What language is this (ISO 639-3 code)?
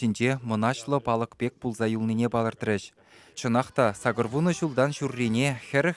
chv